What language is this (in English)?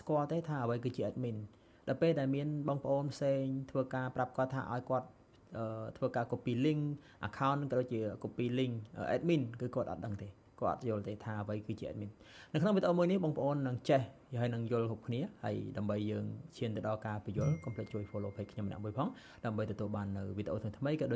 Khmer